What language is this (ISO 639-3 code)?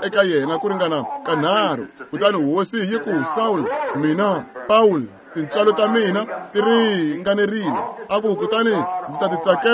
tso